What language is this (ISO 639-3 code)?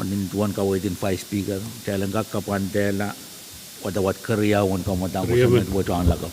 pon